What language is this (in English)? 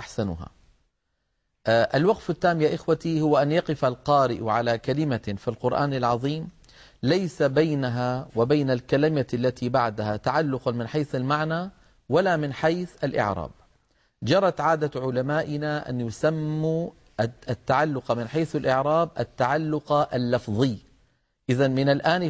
Arabic